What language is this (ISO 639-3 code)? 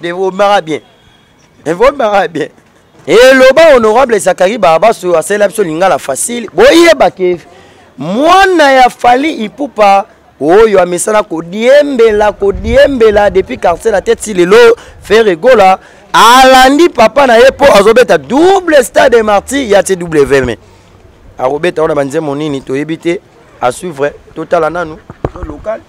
lin